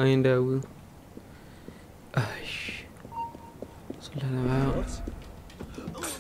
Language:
Danish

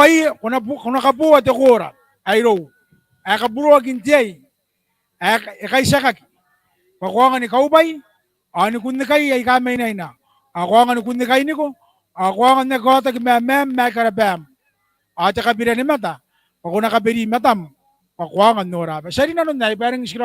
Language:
Gilbertese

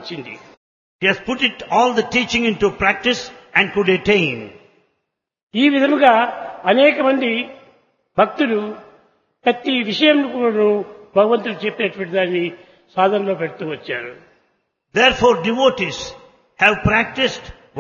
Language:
Telugu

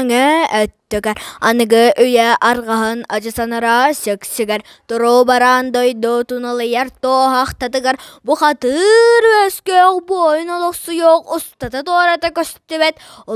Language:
Yakut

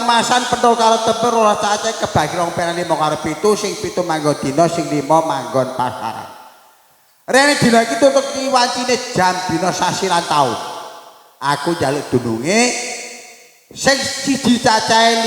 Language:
Javanese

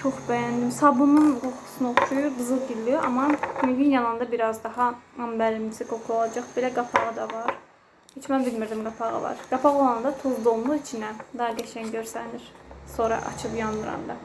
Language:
Azerbaijani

